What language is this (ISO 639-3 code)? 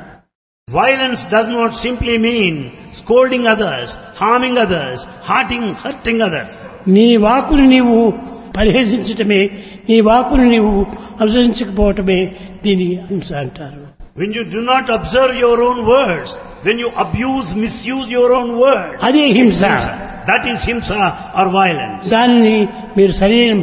tel